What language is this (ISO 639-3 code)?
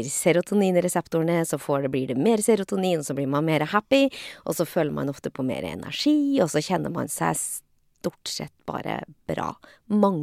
nor